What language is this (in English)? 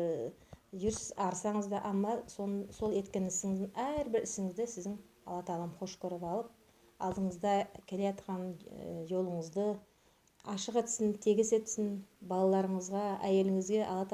Nogai